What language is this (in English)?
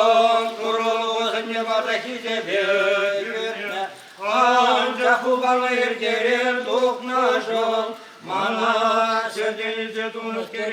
Chuvash